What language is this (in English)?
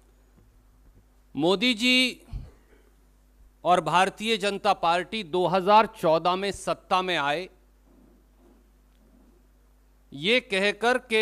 Hindi